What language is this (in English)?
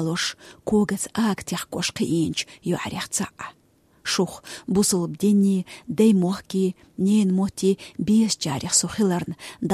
Chechen